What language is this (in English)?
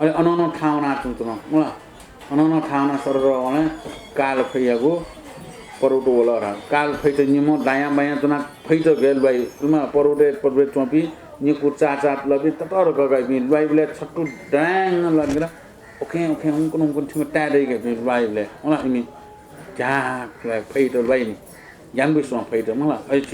Newari